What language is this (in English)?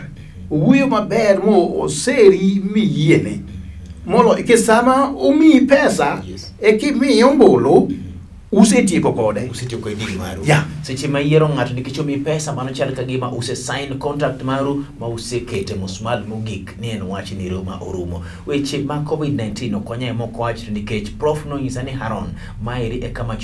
Luo (Kenya and Tanzania)